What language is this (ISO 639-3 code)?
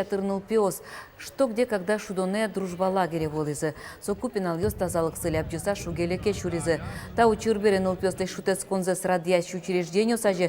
udm